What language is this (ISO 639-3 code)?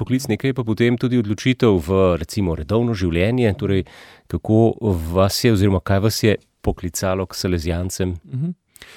slv